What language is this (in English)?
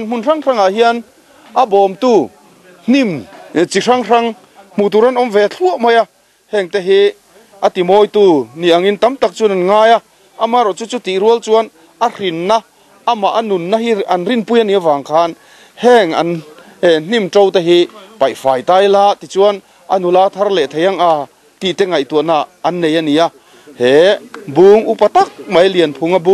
Mizo